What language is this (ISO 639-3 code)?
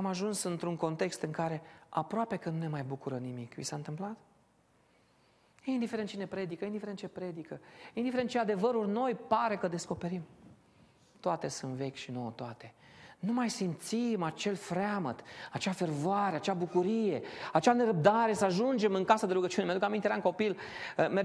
ron